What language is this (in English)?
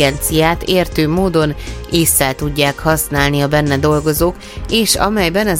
Hungarian